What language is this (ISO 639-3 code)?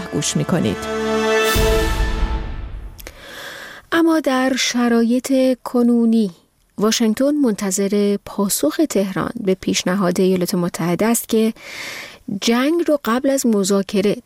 fas